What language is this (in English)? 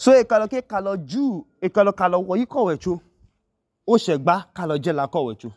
Idoma